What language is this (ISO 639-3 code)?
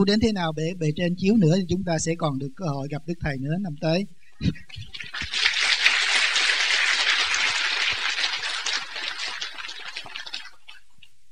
vie